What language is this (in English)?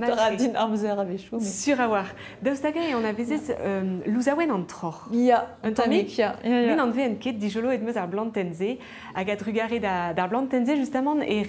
Breton